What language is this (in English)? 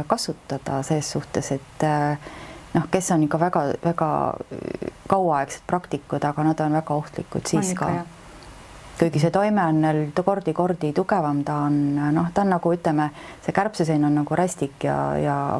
Estonian